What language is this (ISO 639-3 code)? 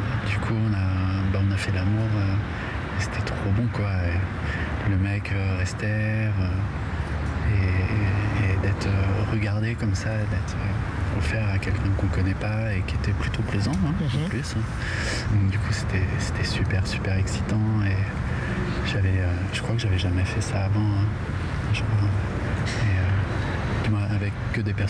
fra